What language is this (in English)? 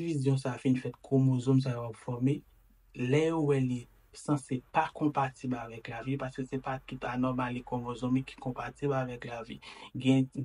Haitian Creole